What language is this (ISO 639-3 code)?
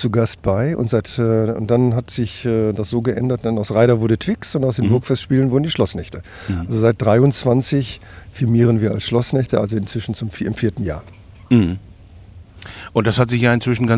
deu